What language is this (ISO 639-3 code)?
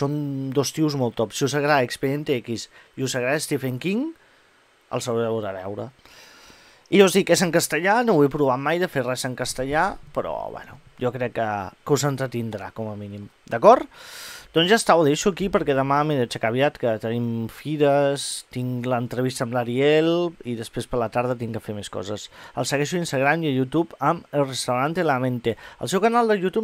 cat